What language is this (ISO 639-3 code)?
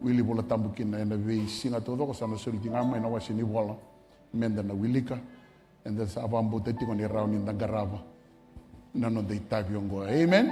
fij